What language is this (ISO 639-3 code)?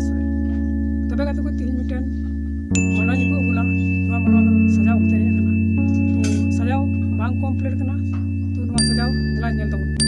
sat